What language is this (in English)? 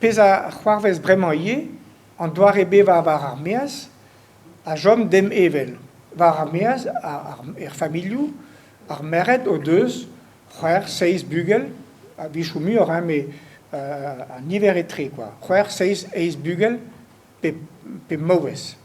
Breton